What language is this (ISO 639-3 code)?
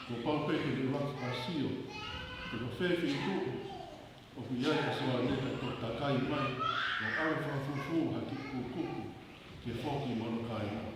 ton